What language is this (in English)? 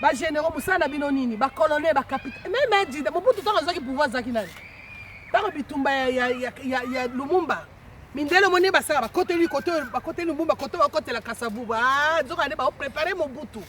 Lingala